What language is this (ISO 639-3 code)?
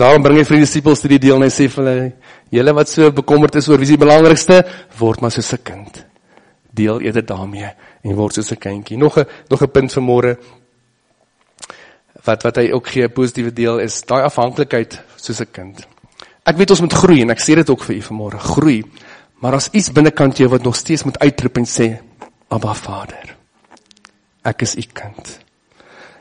afr